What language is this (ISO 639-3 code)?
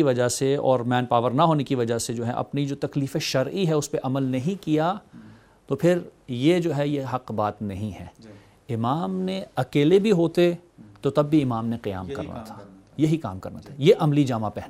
urd